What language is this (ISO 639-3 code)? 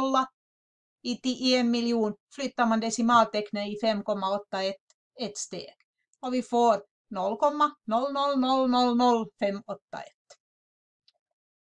swe